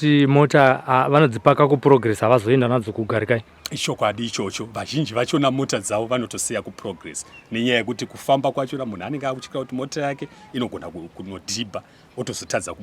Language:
Shona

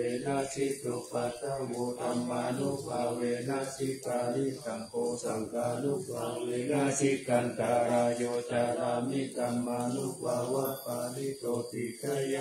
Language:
Pali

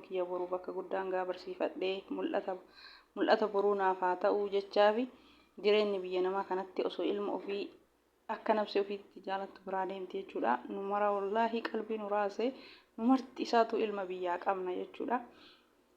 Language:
Oromo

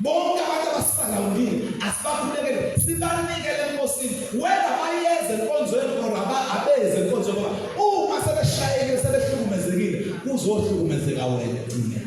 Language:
Zulu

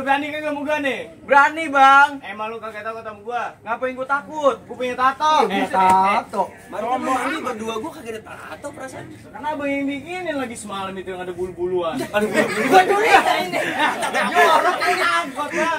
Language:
Betawi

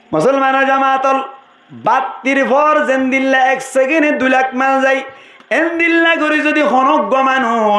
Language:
Rohingya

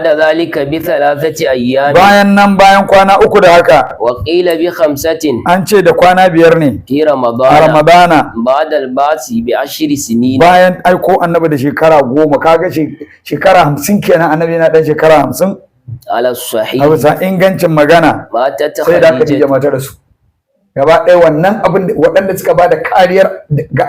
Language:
Hausa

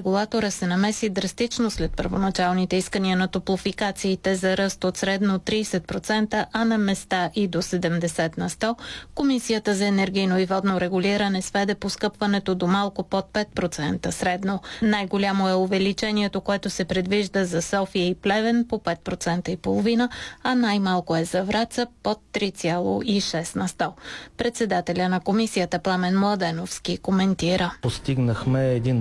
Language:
Bulgarian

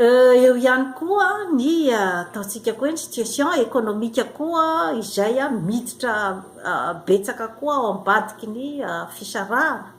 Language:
Malagasy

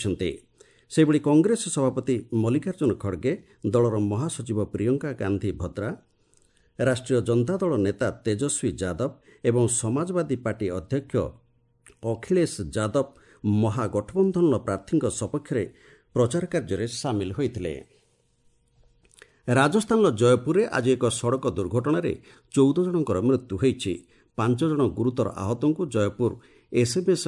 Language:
Odia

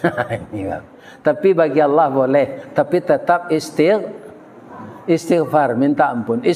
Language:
Minangkabau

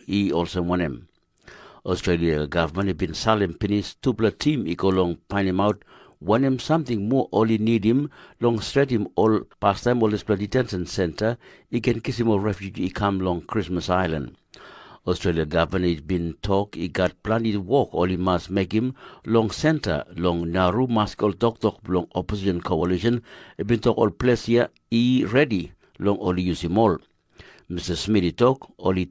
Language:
Tok Pisin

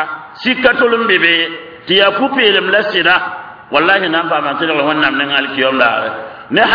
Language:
Mossi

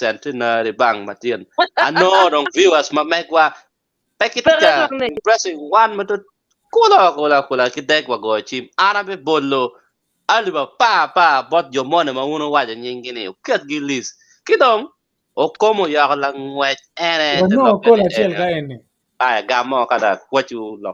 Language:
Acoli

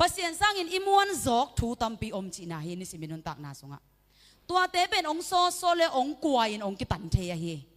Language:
Tedim Chin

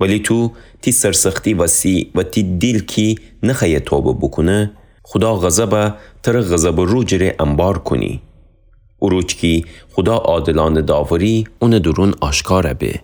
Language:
Gilaki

